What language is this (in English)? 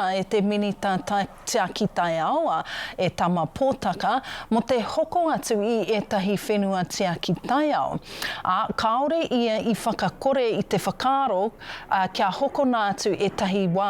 Māori